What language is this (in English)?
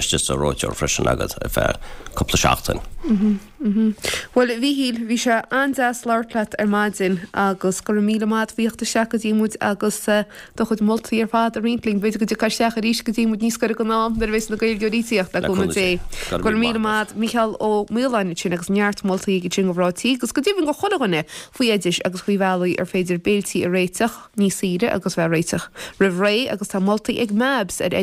Irish